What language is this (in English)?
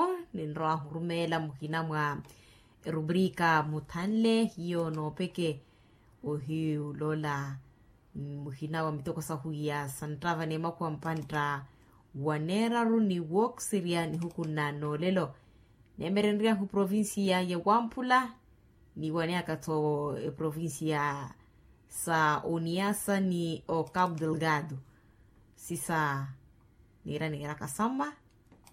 Makhuwa